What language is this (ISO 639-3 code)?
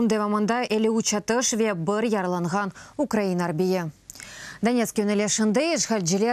crh